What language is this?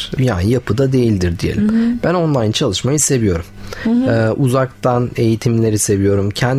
Turkish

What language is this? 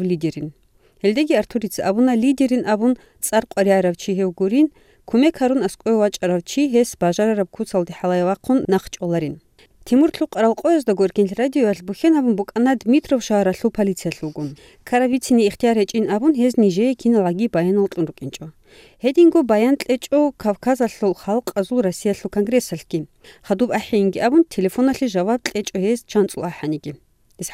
Avaric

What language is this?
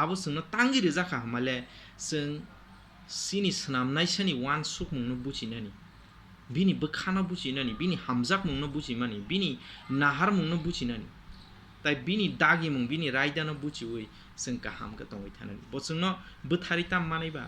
Kok Borok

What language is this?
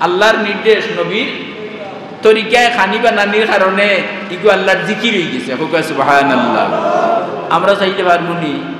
Sylheti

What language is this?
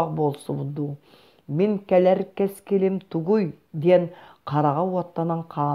Yakut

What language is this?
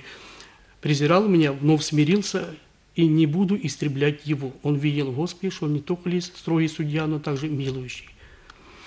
Russian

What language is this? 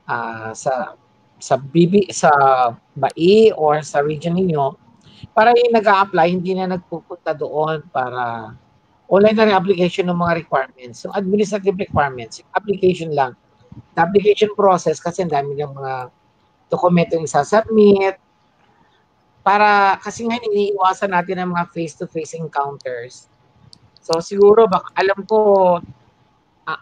Filipino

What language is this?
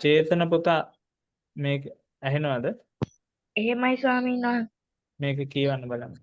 Sinhala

